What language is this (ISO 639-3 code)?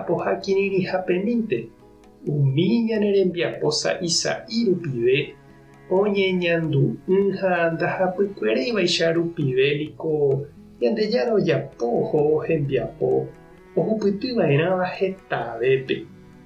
grn